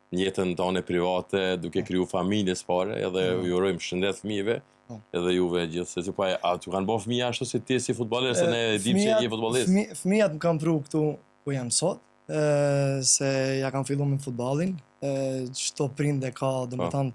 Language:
Albanian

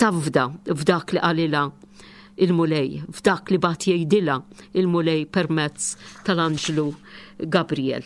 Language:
Maltese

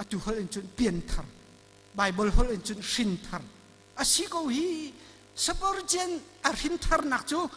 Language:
Hakha Chin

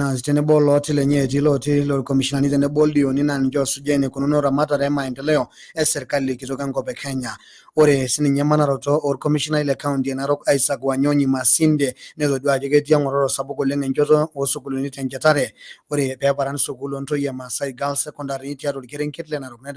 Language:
Masai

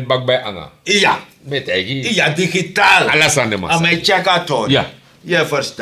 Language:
Sranan Tongo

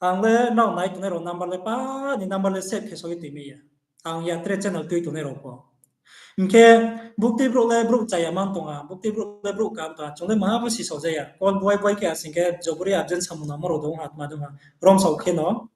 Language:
Riang (India)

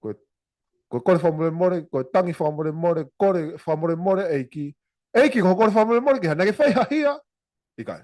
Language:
Tongan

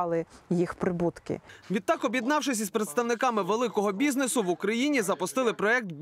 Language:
Ukrainian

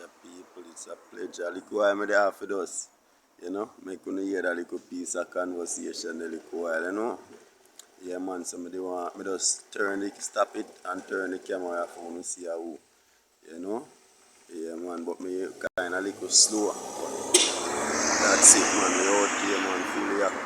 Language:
Jamaican Creole English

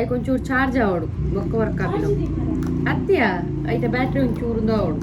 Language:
Tulu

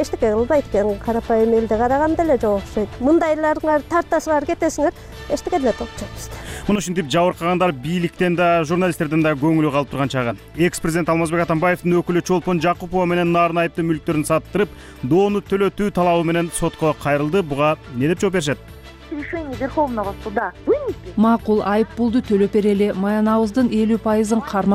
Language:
Kyrgyz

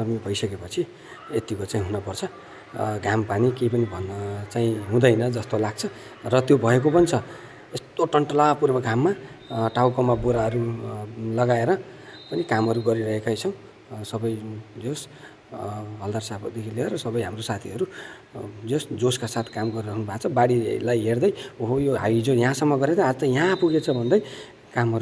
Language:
Nepali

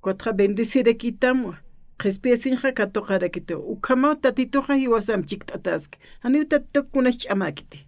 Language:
Aymara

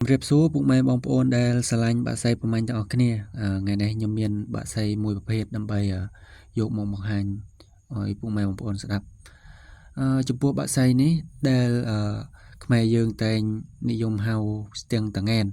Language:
Khmer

